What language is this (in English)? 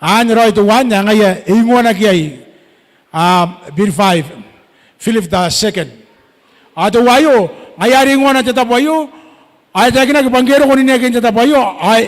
Gilbertese